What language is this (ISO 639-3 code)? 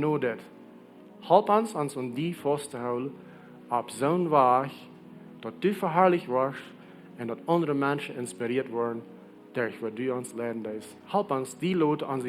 pdt